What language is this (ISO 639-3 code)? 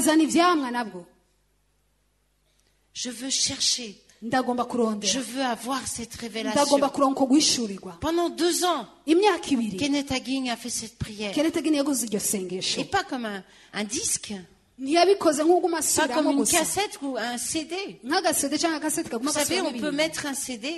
run